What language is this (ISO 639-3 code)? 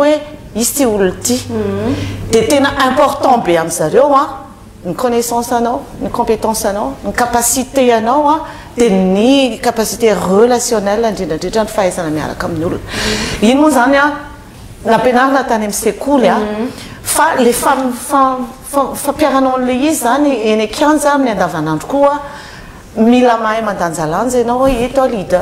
mlg